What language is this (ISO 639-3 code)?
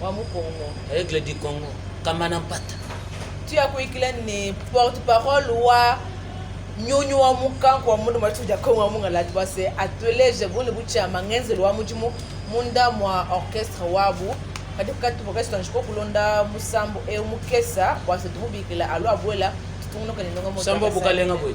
lua